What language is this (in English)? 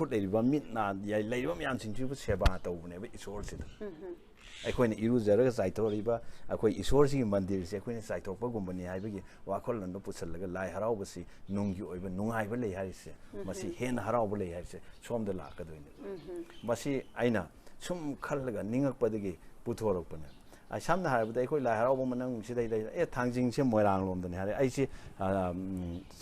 Manipuri